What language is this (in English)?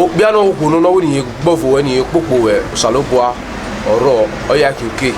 Bini